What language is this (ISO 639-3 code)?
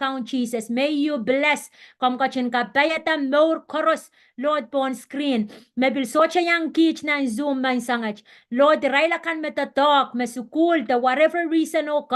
pon